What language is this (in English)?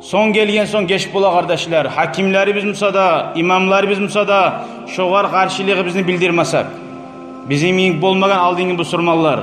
Kumyk